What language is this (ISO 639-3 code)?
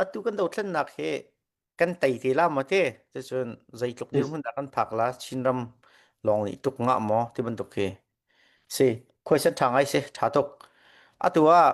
cnh